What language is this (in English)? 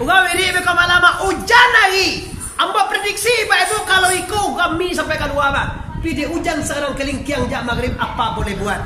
Minangkabau